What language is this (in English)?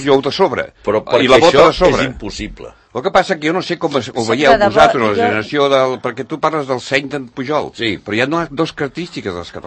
Catalan